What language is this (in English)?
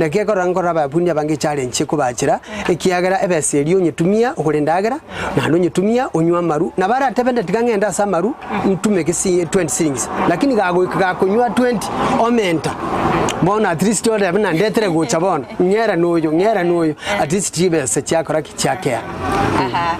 Gusii